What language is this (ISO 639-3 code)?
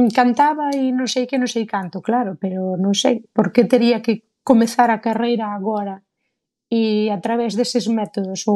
glg